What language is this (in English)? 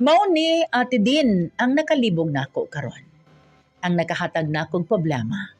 Cebuano